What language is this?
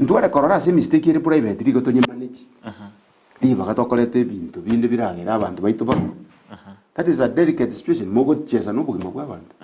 Gusii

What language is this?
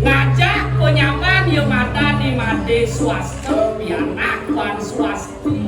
Balinese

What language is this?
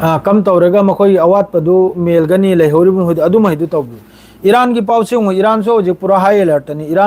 Manipuri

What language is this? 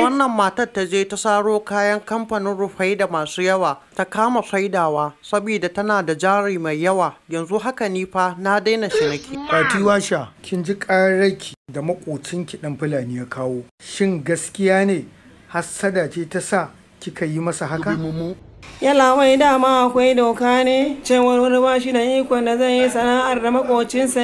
Hausa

